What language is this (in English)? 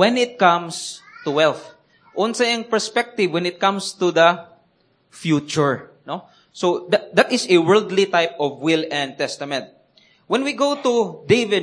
Cebuano